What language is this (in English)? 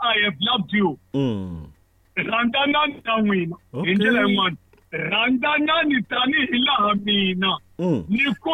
Tsonga